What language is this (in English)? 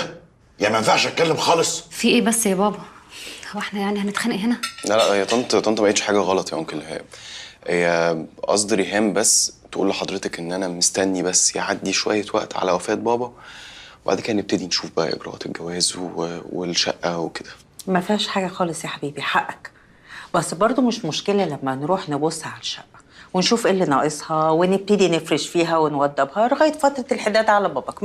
Egyptian Arabic